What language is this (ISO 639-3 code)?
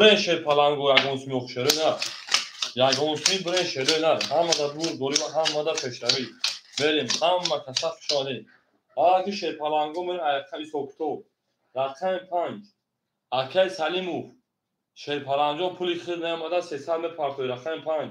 tgk